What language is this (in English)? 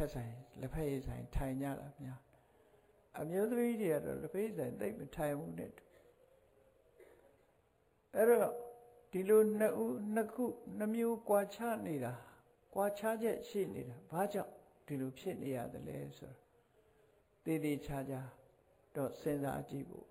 Burmese